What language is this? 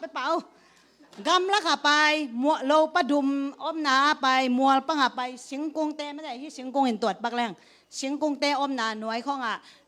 Tedim Chin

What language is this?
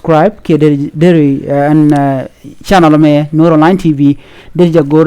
Nuer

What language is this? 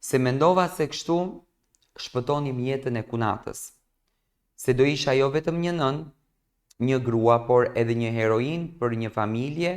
Albanian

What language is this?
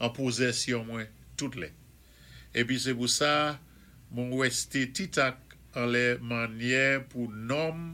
Saint Lucian Creole French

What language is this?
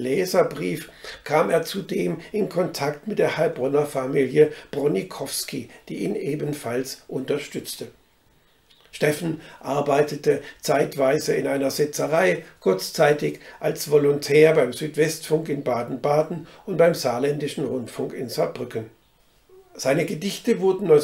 German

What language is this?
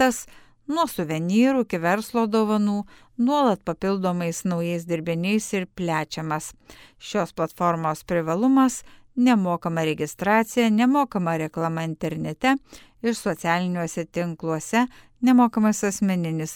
Lithuanian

